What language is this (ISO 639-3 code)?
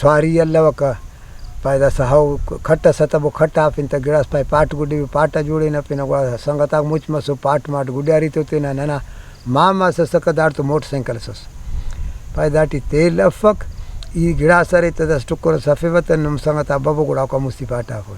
brh